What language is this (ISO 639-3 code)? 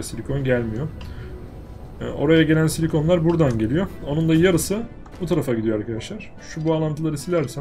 tur